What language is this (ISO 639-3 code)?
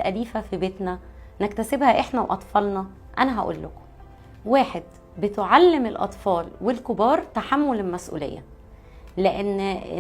arz